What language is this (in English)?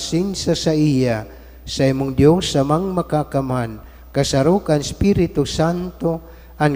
Bikol